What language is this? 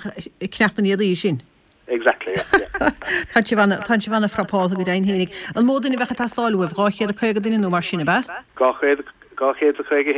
Irish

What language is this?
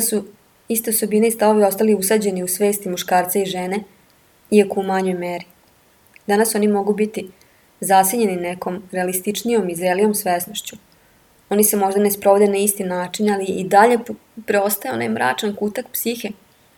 Serbian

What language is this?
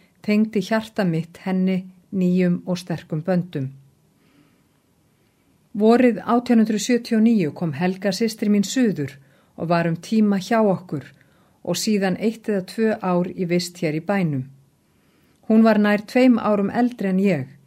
Icelandic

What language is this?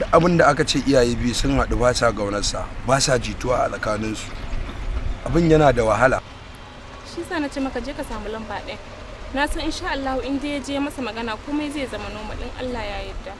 Hausa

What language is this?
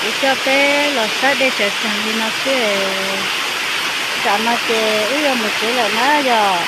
Hmong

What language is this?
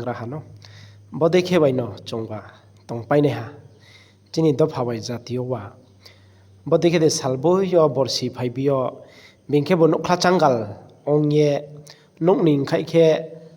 Riang (India)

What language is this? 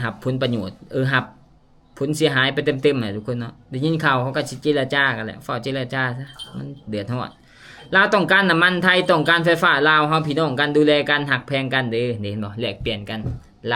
Lao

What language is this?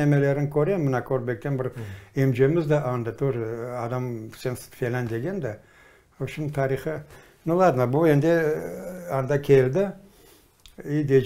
Crimean Tatar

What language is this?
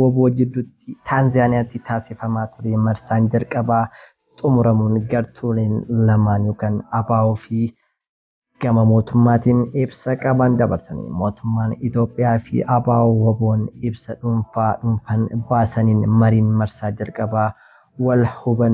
Oromo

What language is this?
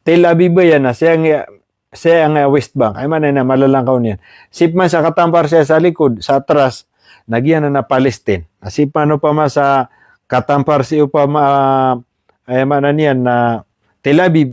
Maranao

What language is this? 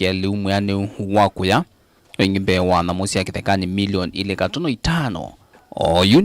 Kamba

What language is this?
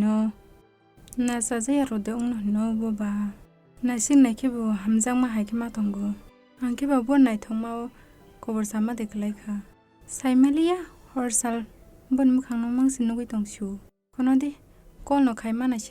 Kok Borok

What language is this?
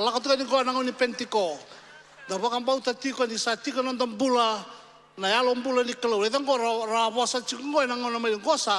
Fijian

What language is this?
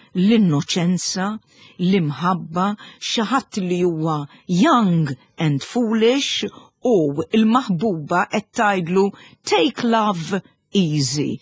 Maltese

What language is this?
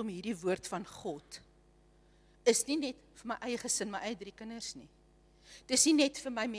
Afrikaans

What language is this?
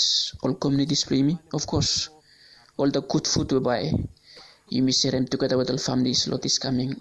Bislama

